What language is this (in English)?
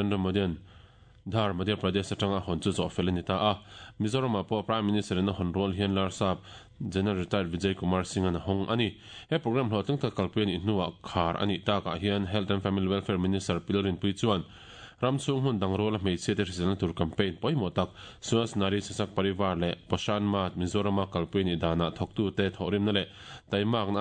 Mizo